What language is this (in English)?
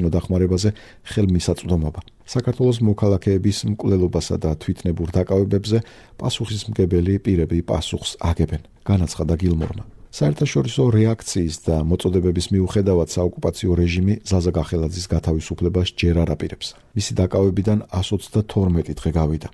Georgian